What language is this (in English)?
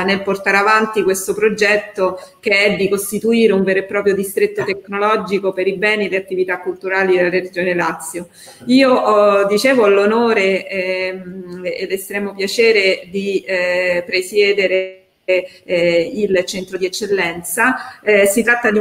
Italian